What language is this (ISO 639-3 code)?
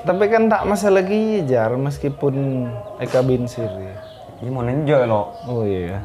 mad